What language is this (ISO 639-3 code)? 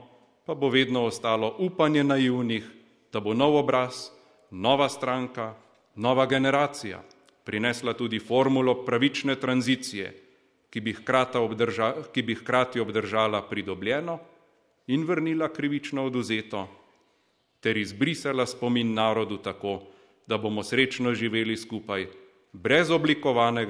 slv